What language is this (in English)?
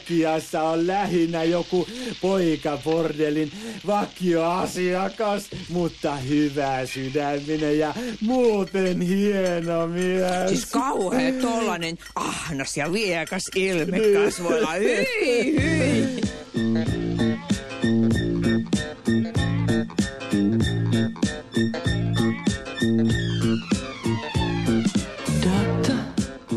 Finnish